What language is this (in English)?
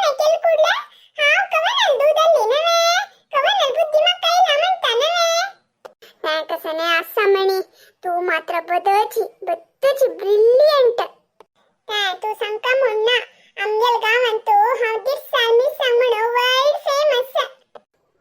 Konkani